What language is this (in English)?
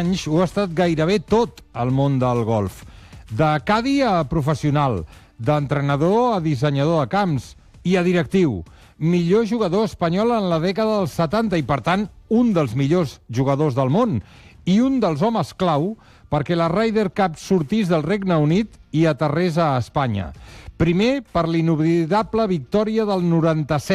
Catalan